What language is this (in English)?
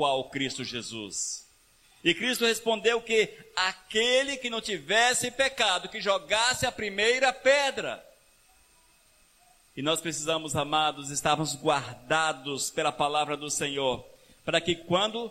Portuguese